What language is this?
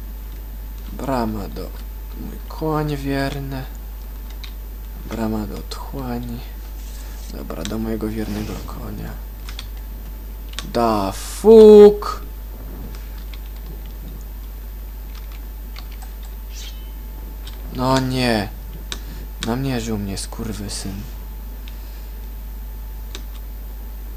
Polish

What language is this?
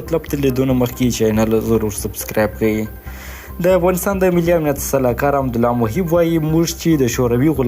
Pashto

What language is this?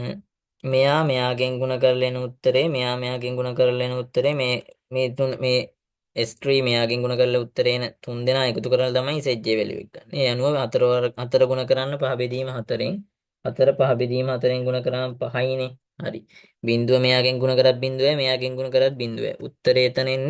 Sinhala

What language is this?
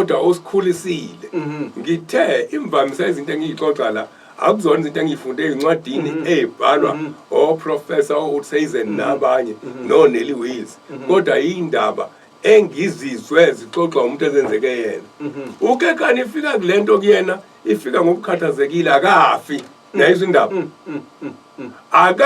Zulu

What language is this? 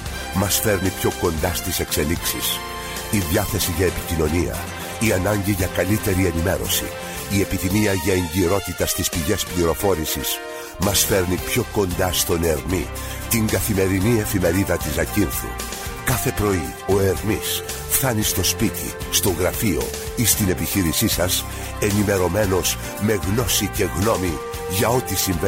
Greek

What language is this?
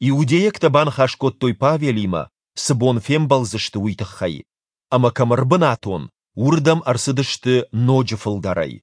Ossetic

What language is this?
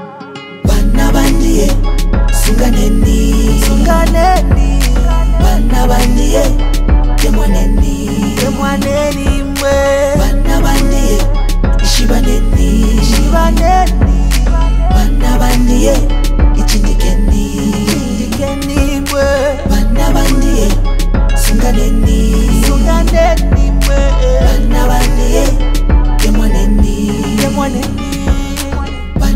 Bemba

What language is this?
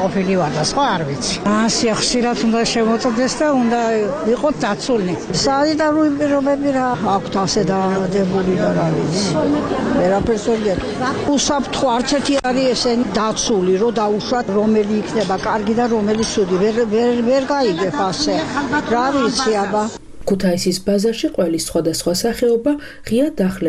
Georgian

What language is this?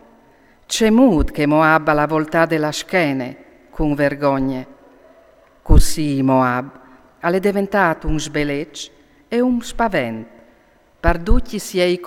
Friulian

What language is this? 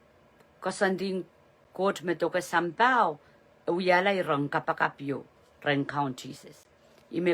Pohnpeian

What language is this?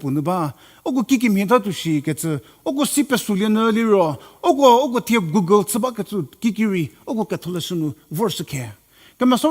Angami Naga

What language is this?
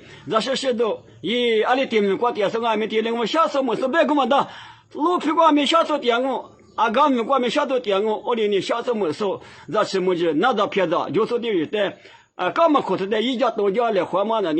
Lisu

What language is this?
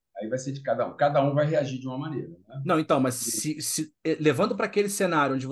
Portuguese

